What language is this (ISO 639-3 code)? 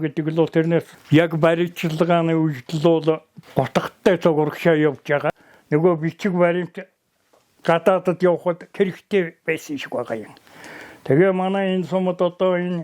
mon